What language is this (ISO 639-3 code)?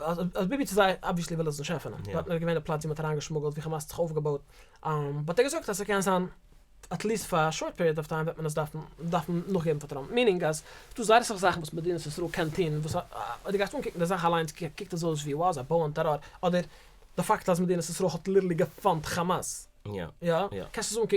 yid